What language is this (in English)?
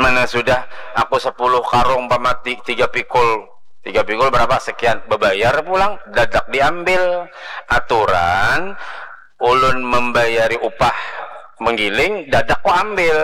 Banjar